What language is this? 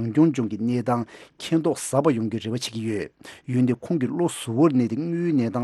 Tibetan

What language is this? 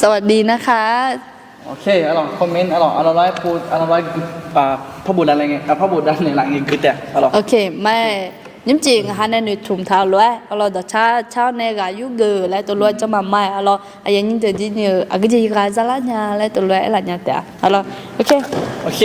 Akha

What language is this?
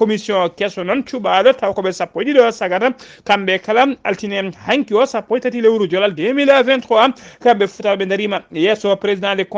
Fula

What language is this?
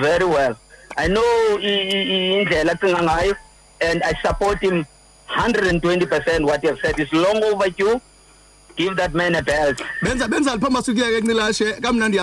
Xhosa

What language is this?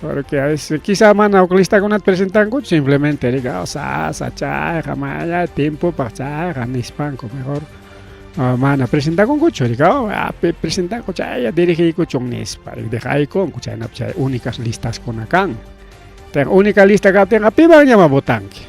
Ayacucho Quechua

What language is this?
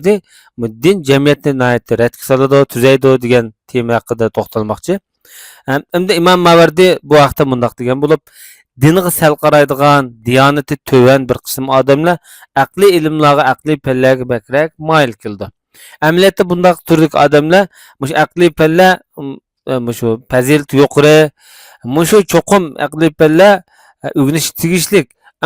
Uyghur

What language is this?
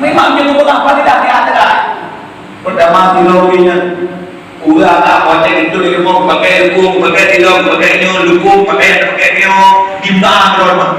Achinese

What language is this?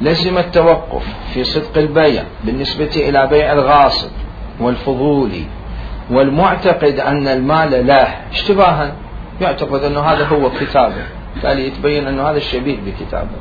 Mesopotamian Arabic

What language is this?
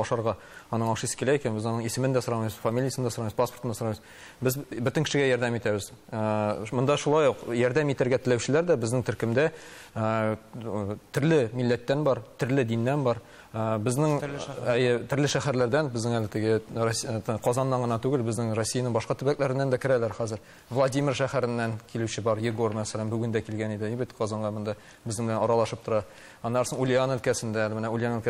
Tatar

